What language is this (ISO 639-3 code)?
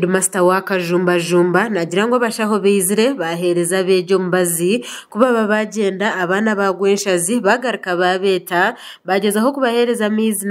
nyn